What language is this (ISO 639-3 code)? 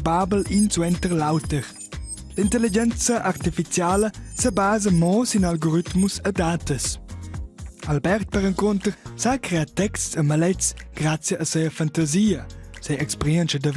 roh